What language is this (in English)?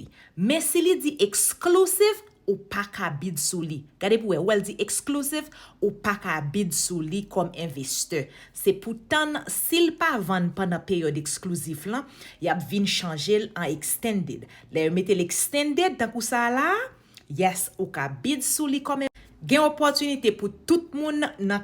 Haitian Creole